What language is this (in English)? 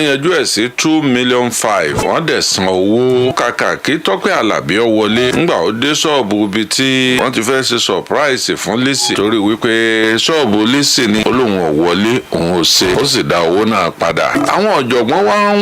Yoruba